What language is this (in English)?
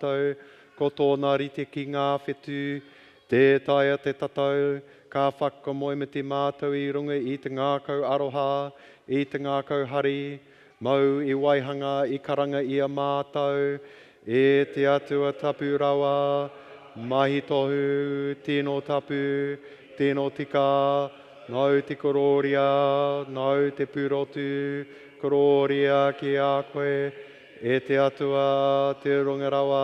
Māori